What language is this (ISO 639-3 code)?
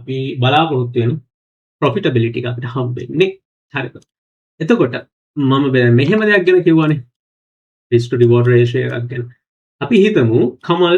sin